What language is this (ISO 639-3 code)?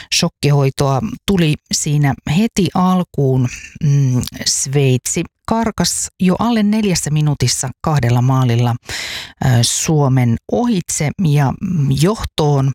fin